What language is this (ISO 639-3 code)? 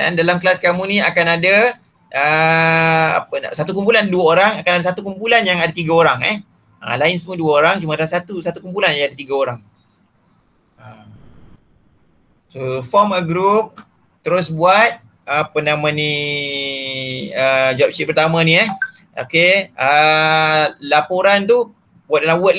msa